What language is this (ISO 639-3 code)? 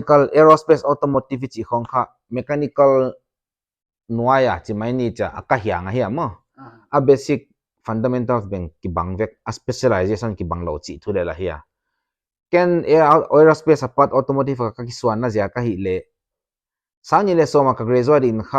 pck